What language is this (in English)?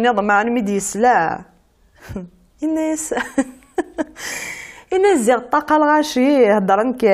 Kabyle